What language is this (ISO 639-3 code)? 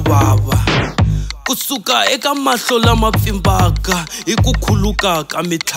tso